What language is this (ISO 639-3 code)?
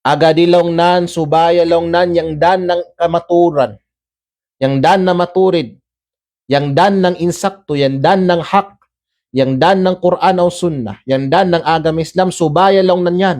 kqe